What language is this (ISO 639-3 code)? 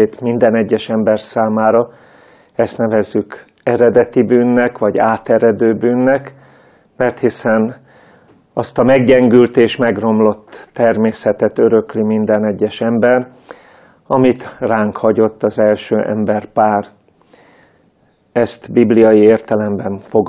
hun